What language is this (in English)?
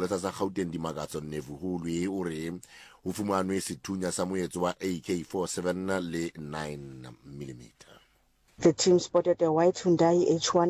Southern Sotho